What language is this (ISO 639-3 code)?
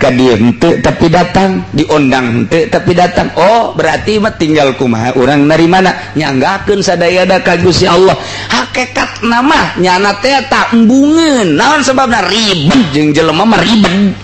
sun